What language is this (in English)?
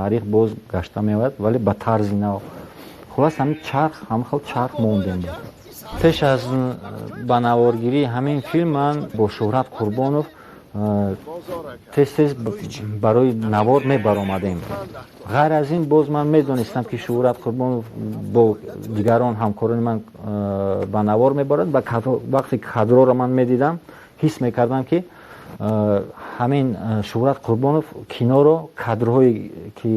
Tajik